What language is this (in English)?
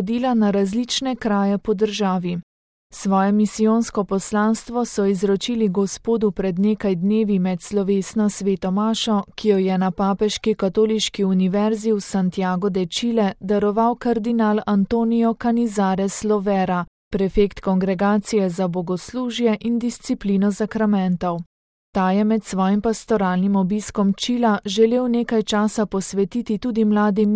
Slovenian